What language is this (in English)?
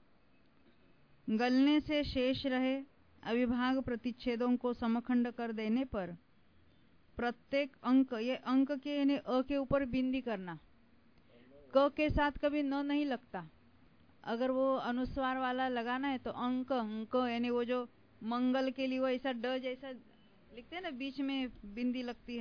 Hindi